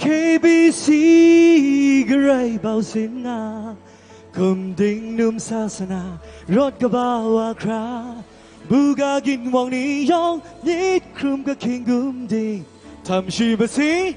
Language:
Kachin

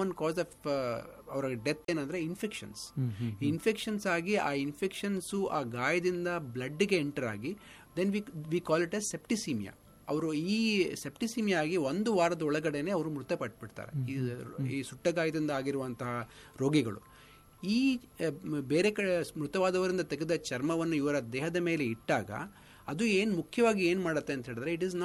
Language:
Kannada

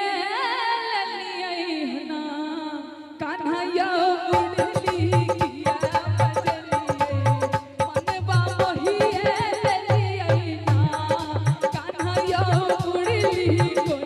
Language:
Maithili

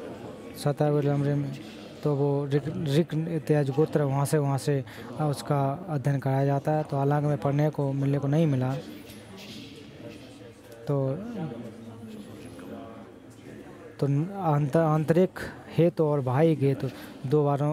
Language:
Hindi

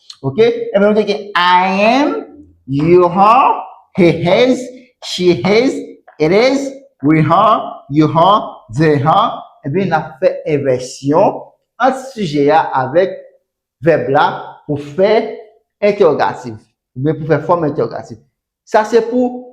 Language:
Haitian Creole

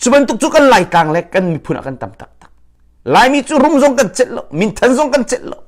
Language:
Hakha Chin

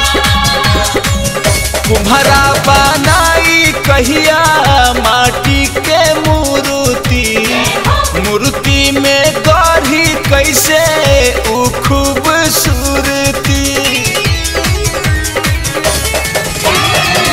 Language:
Bhojpuri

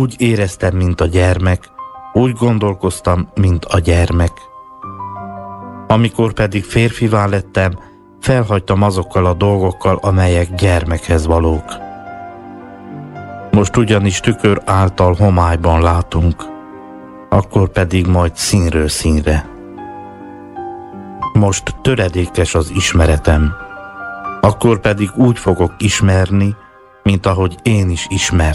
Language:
Hungarian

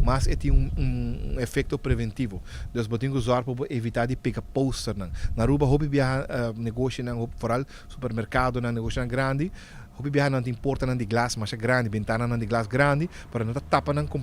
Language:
Papiamento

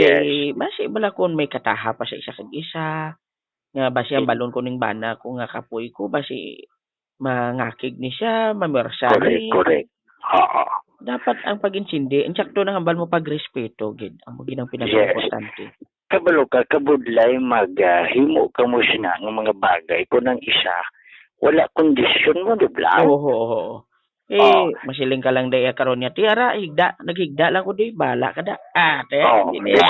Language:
Hiligaynon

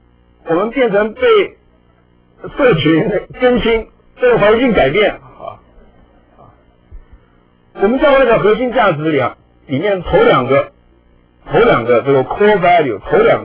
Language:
Chinese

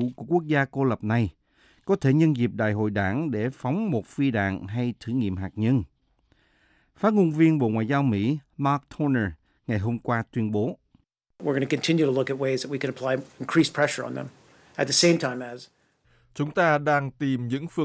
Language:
Vietnamese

